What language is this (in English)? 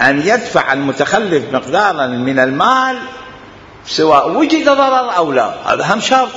Mesopotamian Arabic